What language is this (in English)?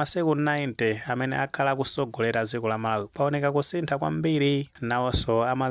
Nyanja